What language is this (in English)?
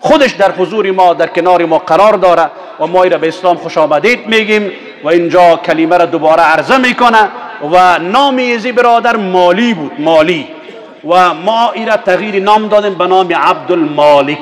Persian